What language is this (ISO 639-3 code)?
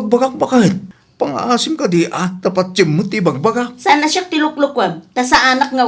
ilo